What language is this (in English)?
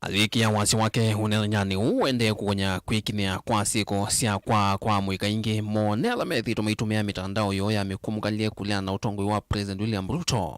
Kamba